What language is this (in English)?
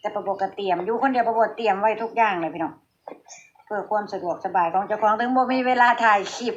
Northeastern Thai